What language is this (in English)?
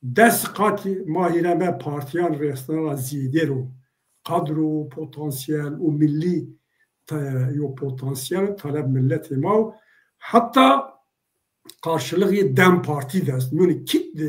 Zaza